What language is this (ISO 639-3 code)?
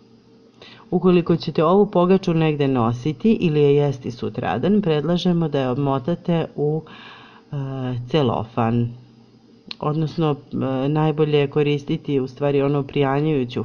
srp